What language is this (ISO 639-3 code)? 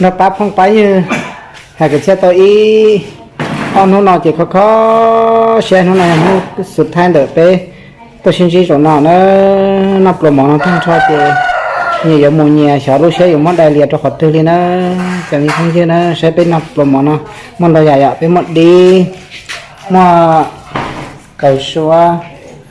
hmn